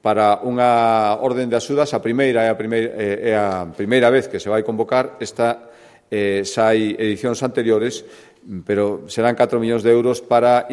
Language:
Galician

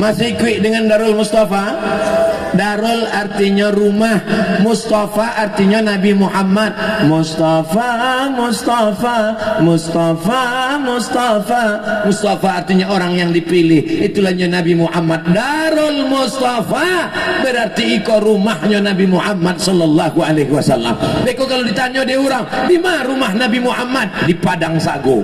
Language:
Minangkabau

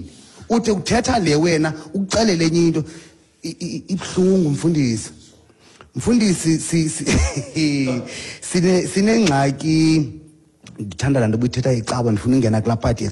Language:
Xhosa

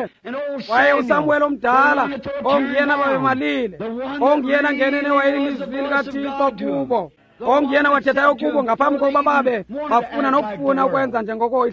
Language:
Xhosa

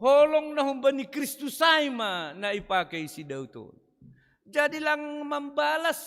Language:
Batak Simalungun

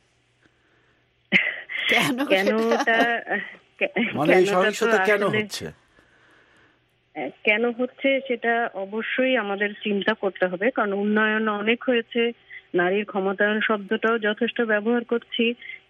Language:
Bangla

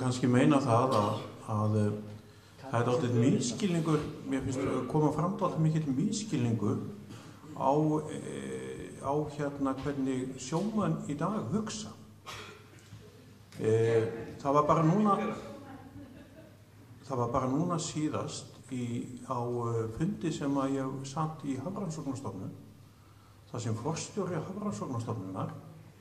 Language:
Icelandic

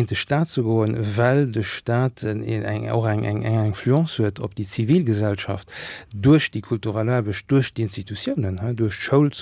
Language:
Luxembourgish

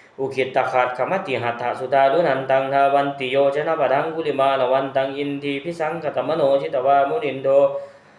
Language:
Pali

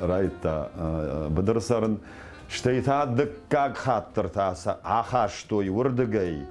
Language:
Ossetic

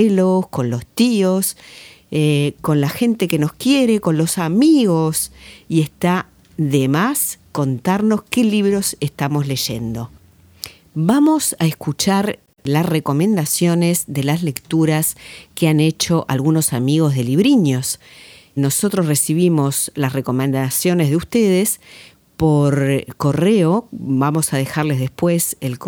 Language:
Spanish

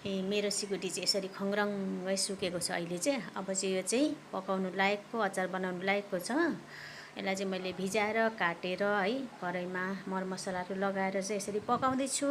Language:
Nepali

